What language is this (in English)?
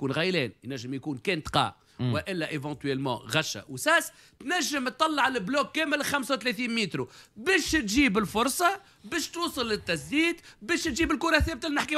Tunisian Arabic